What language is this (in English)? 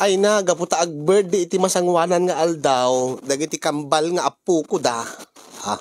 Iloko